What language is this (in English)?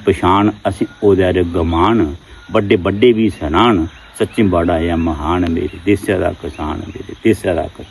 Dogri